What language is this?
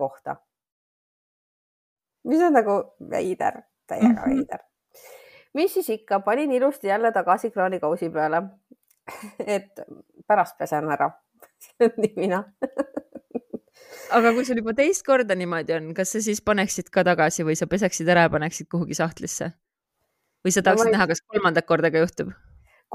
Estonian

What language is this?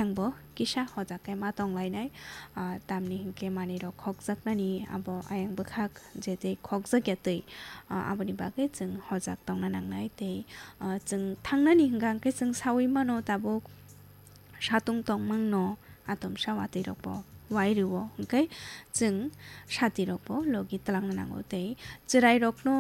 Kok Borok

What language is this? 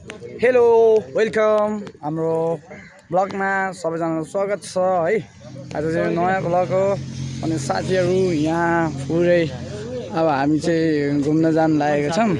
Nepali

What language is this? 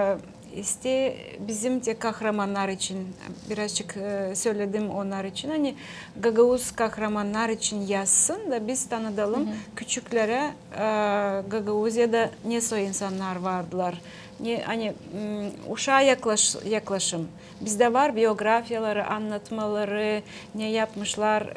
Gagauz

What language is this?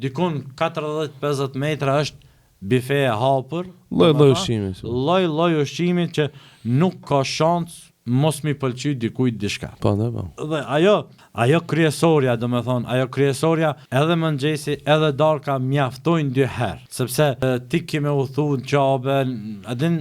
Albanian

